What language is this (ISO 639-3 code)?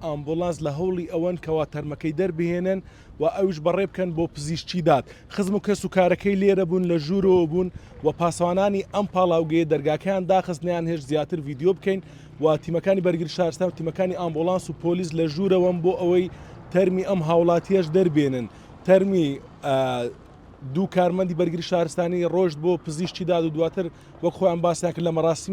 ckb